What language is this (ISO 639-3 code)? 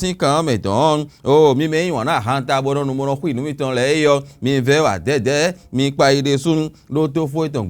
fon